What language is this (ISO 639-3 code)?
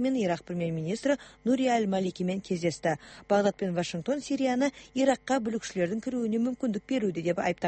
kaz